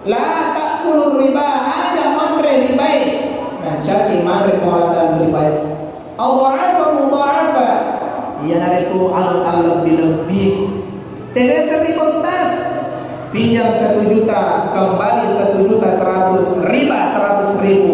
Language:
Buginese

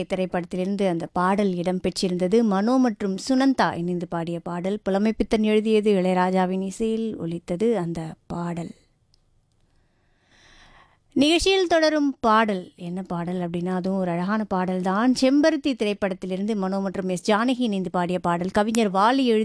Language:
Tamil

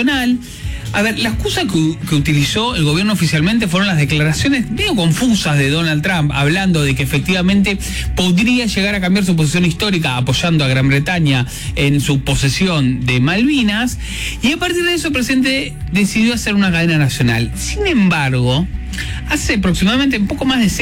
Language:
Spanish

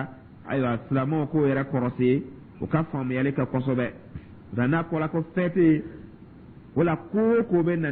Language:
Dyula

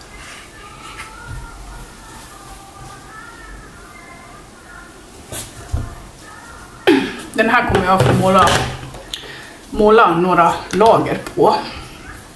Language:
Swedish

